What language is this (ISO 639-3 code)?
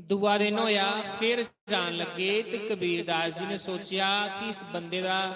doi